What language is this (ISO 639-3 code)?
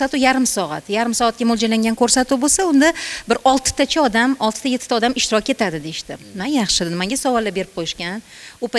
uzb